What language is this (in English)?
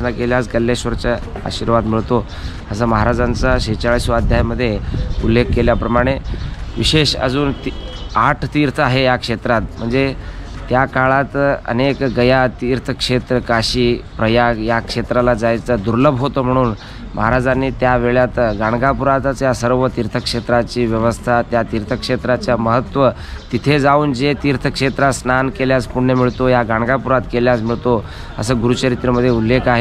Marathi